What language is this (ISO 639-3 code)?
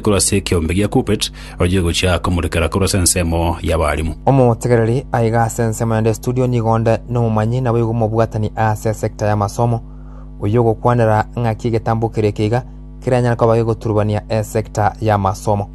guz